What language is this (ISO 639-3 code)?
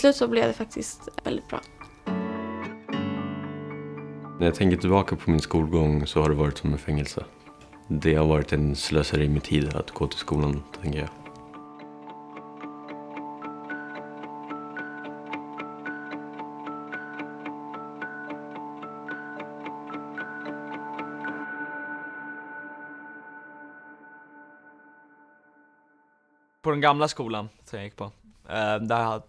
swe